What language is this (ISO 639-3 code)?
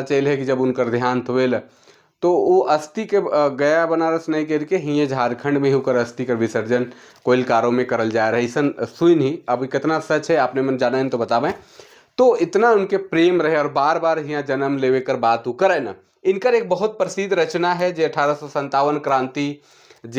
sck